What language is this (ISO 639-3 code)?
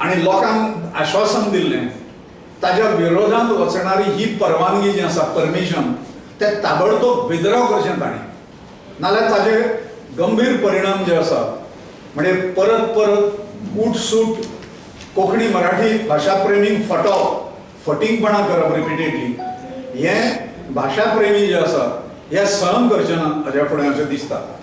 kok